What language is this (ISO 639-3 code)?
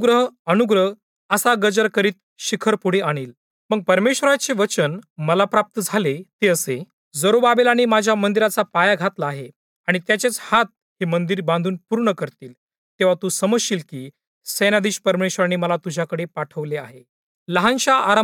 mar